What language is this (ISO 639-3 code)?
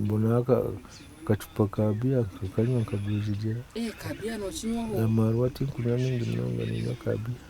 nyn